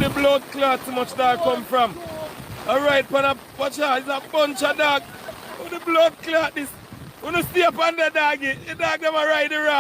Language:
Jamaican Creole English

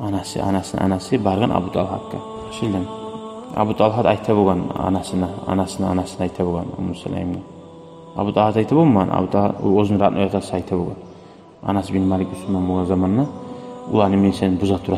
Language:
Kumyk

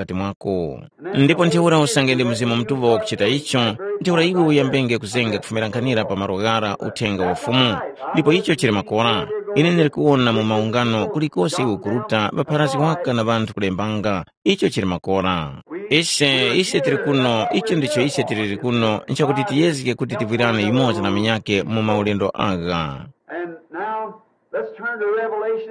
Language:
Tumbuka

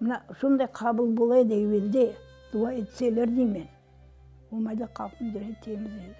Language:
Crimean Tatar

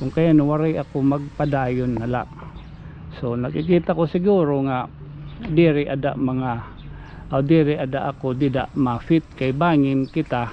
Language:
Waray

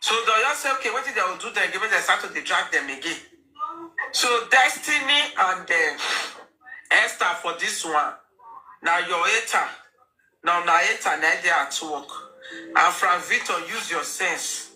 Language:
Nigerian Pidgin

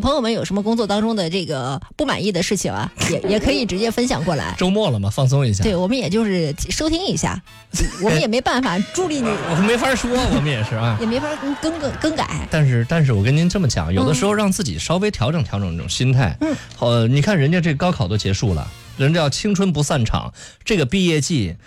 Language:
Chinese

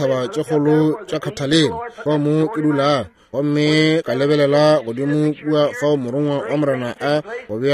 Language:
Northern Sotho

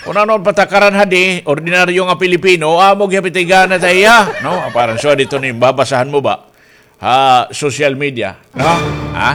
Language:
Waray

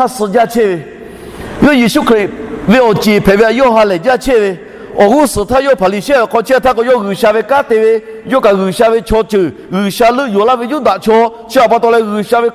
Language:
Lahu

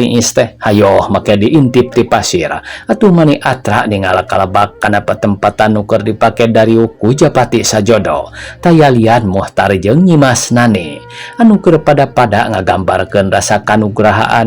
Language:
Sundanese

